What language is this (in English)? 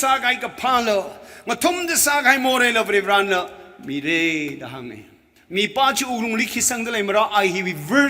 Tangkhul Naga (India)